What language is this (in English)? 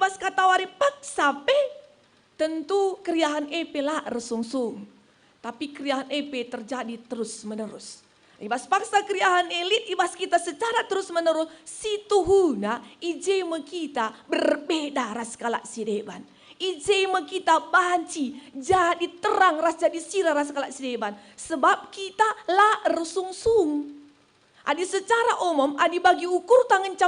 Batak Karo